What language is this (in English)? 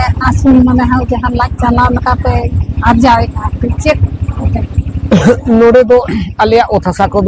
Santali